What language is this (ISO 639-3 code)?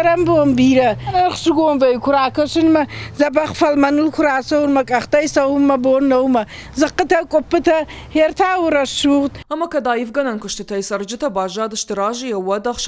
oss